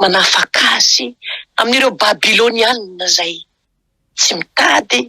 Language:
Malagasy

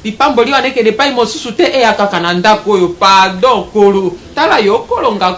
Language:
Lingala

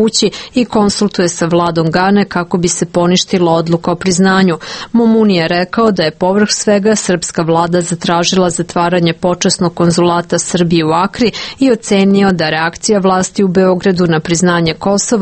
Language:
Serbian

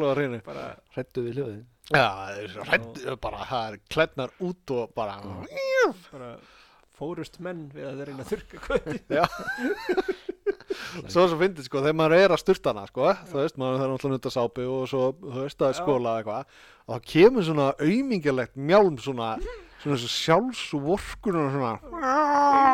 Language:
Icelandic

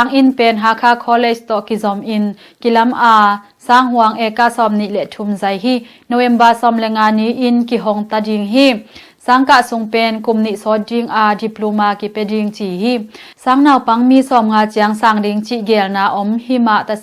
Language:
Tedim Chin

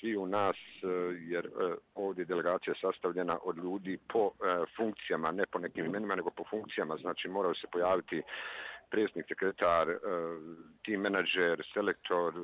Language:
Bosnian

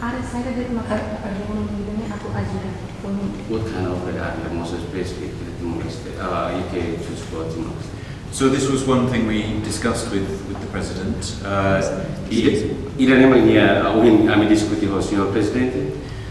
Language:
Tetum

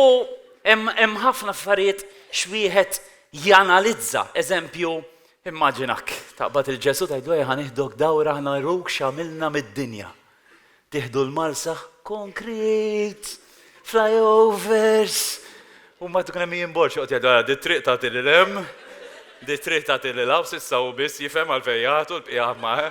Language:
Maltese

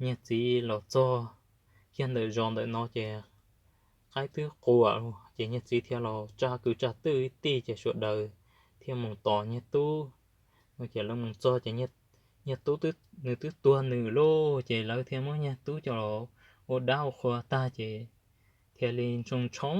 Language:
Hmong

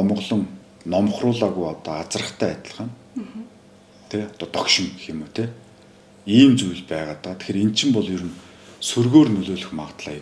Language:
Mongolian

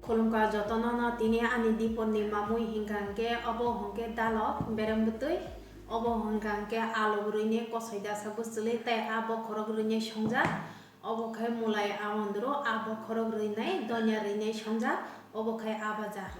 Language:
Kok Borok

